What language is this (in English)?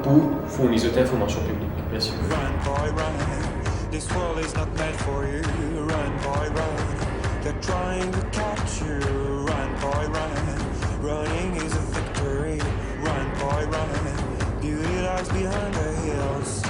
Morisyen